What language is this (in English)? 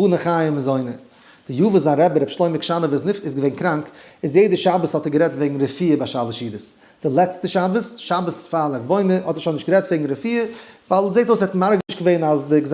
Yiddish